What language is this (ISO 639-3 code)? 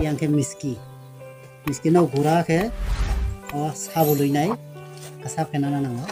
trp